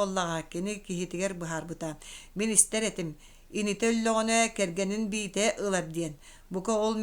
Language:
Yakut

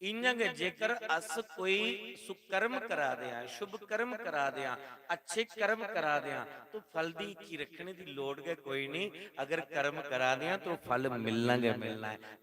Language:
Dogri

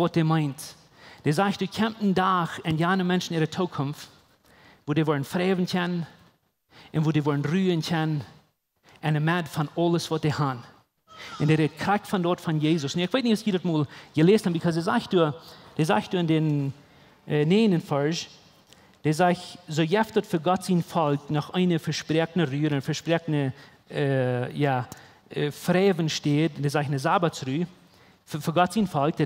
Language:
Plautdietsch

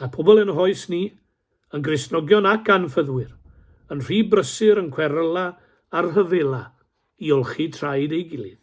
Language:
Welsh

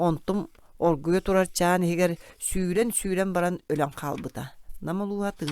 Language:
Yakut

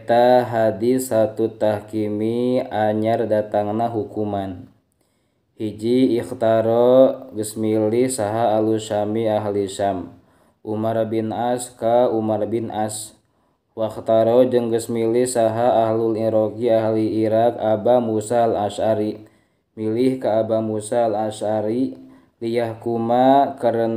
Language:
Sundanese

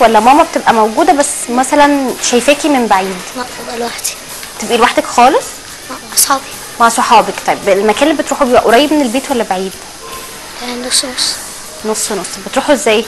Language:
Egyptian Arabic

